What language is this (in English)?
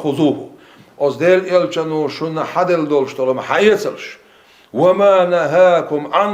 Chechen